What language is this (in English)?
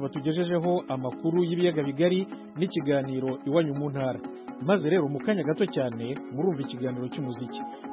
Kinyarwanda